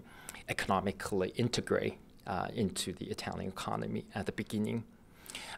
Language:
English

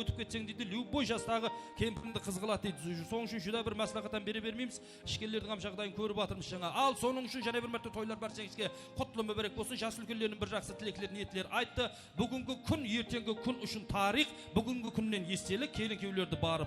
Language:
Kara-Kalpak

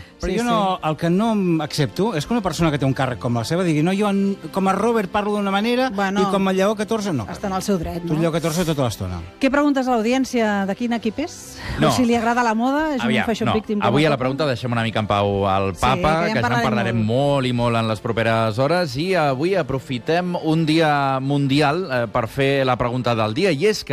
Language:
Catalan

